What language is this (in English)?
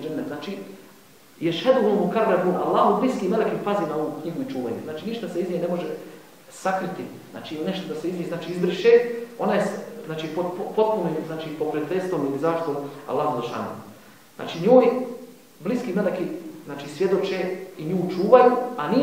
Bosnian